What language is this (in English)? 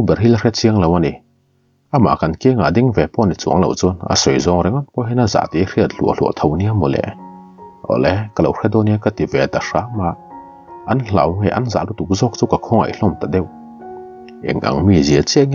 Mizo